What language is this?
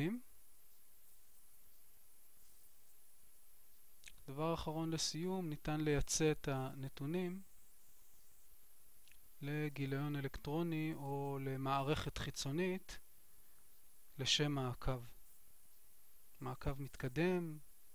Hebrew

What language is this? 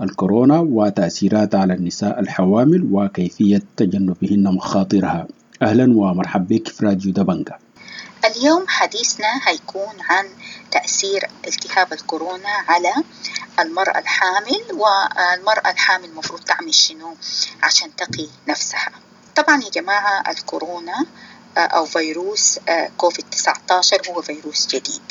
Sudanese Arabic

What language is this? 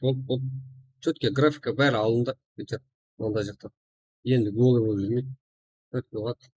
Kara-Kalpak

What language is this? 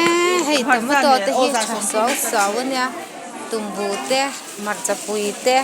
Mizo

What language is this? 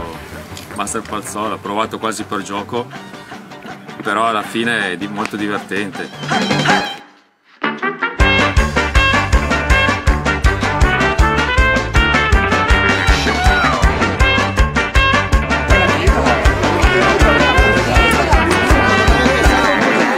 Italian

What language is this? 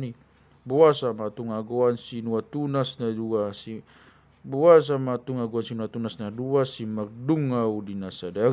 Batak Toba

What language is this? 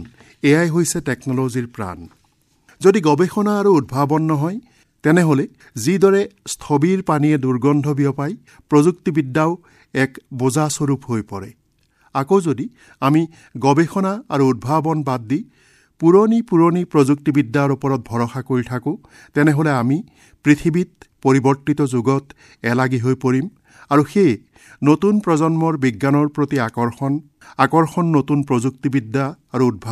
Assamese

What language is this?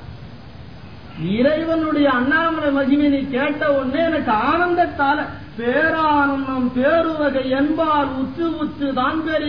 Tamil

